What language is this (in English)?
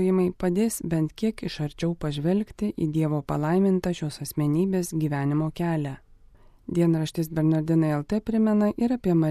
Lithuanian